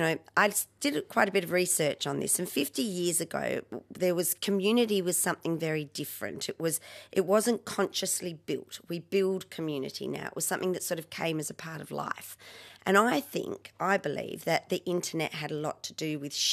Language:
English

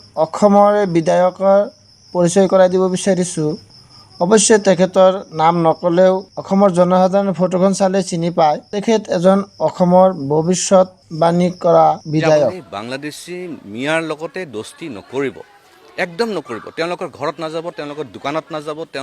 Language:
Assamese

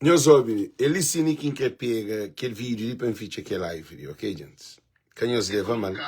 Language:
Kabuverdianu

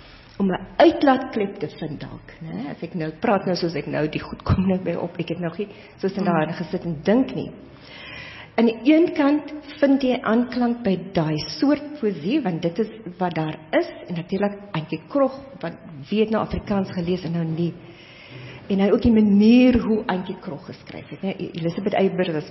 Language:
Afrikaans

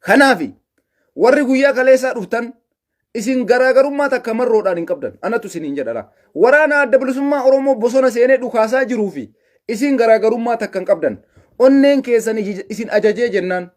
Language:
Oromo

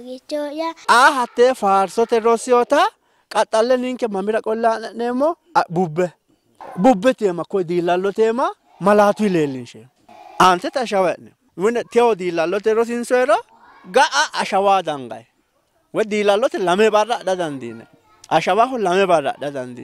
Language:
Sidamo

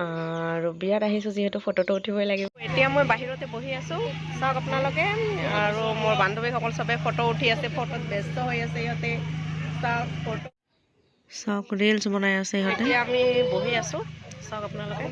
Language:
Assamese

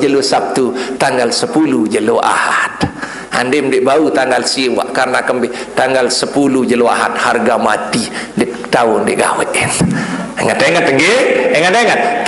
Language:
Sasak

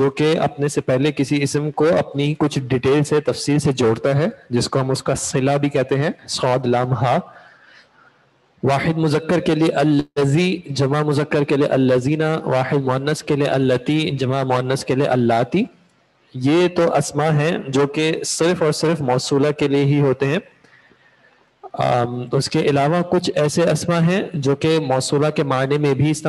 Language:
Urdu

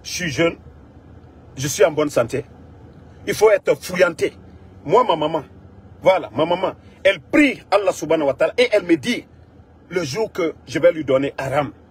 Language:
French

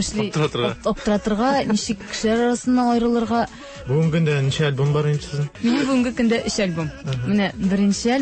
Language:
Tatar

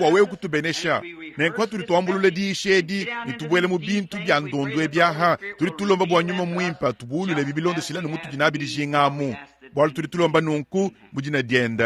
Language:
Luba-Lulua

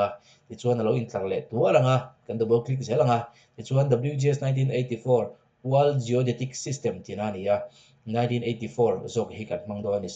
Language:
Mizo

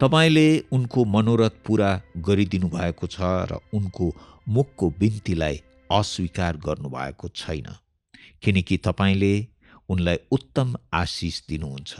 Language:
Nepali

